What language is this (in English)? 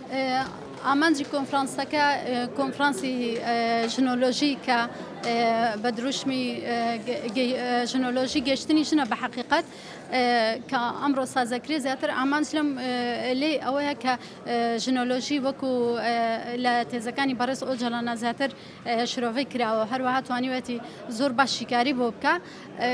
Central Kurdish